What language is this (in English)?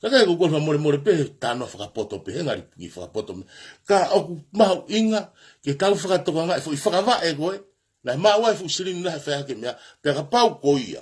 Tongan